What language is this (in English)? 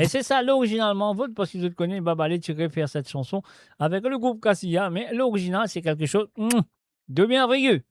Morisyen